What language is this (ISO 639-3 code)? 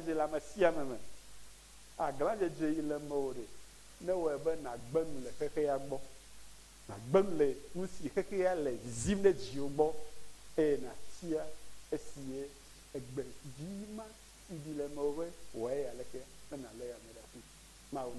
ewe